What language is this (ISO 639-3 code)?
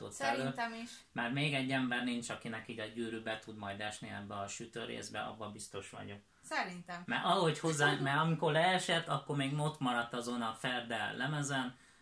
hun